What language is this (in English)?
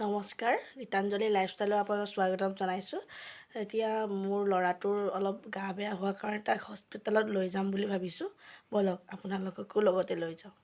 Assamese